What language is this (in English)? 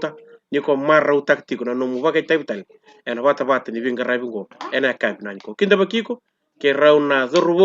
Fijian